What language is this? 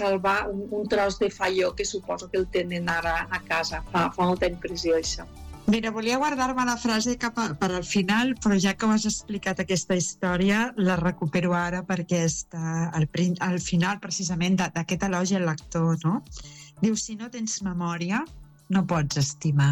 Catalan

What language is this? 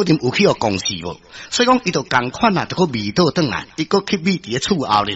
Min Nan Chinese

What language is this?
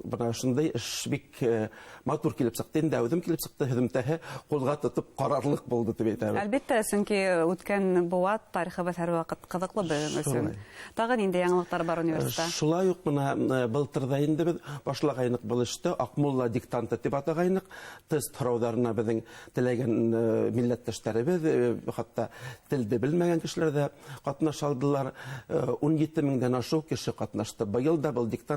Bashkir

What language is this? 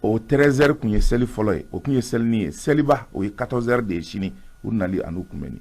Bambara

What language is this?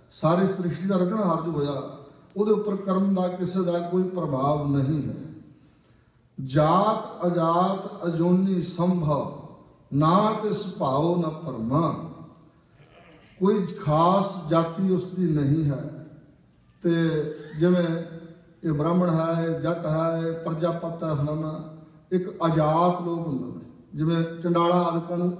Punjabi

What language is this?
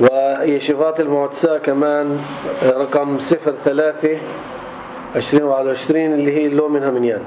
North Levantine Arabic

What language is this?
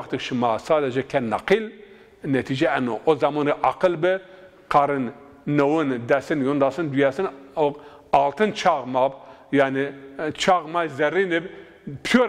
Zaza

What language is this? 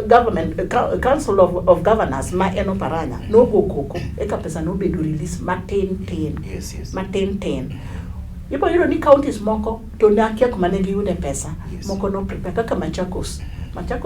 Luo (Kenya and Tanzania)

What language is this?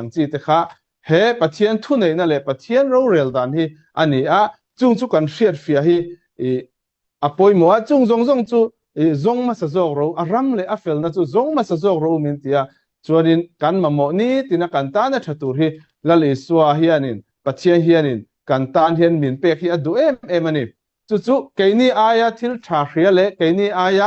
Mizo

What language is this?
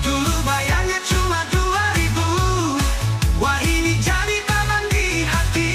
Banjar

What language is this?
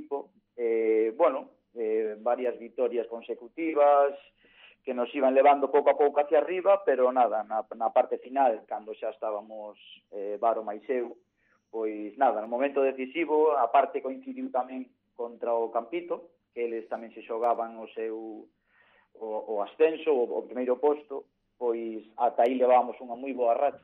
Galician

